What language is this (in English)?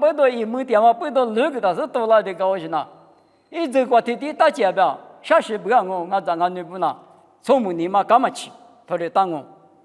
Lisu